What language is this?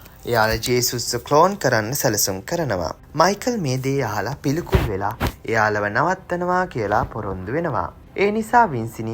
Sinhala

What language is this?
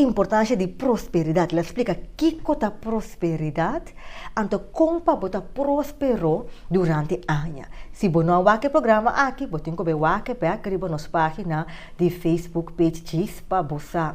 Papiamento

